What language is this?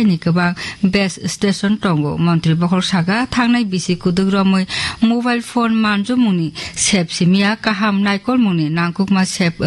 Kok Borok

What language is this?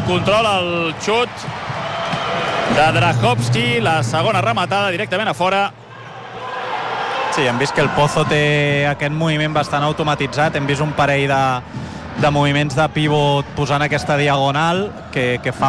Catalan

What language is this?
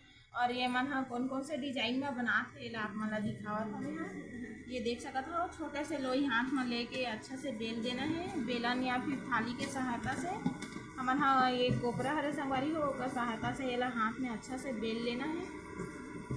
Chhattisgarhi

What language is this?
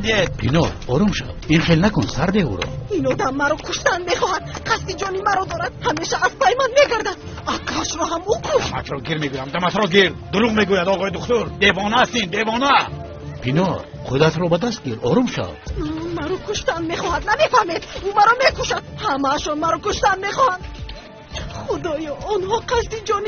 Tajik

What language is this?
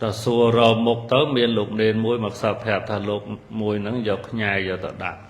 Khmer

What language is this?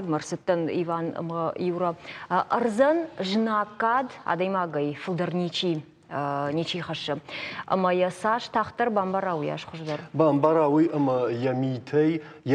Ossetic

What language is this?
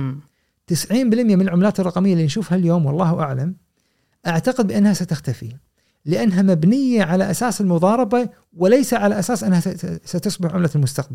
Gulf Arabic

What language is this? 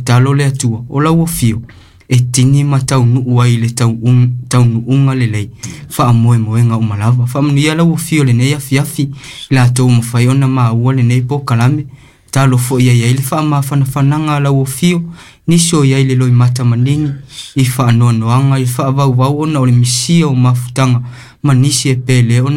Samoan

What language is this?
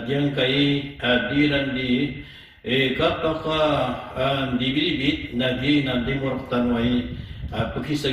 Maranao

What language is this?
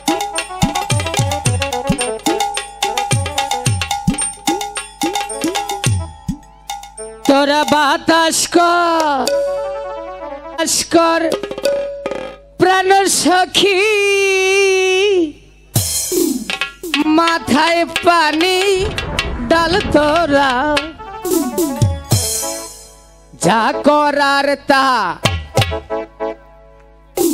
Bangla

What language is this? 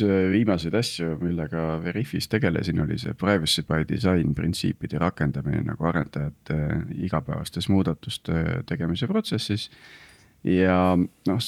Estonian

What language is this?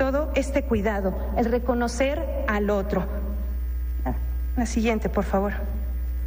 Spanish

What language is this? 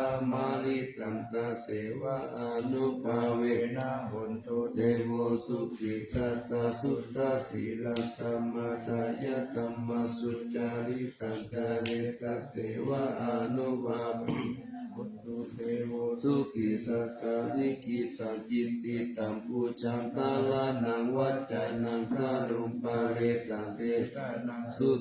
Pali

